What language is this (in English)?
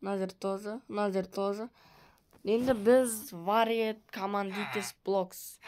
Kazakh